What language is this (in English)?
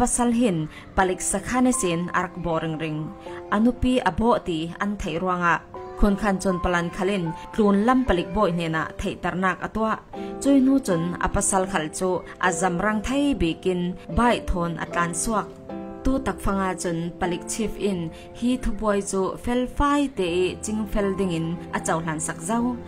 Falam Chin